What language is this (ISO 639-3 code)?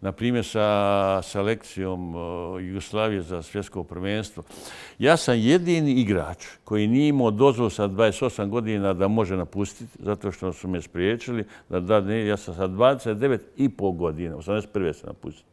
bos